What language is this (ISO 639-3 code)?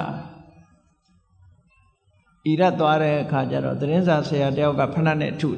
mya